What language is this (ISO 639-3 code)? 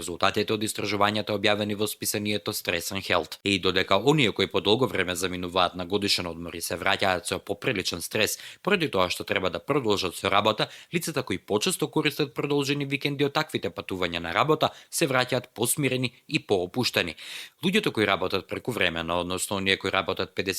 mkd